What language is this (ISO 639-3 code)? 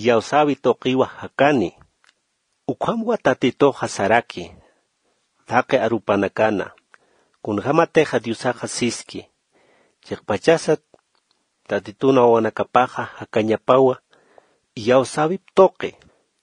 aym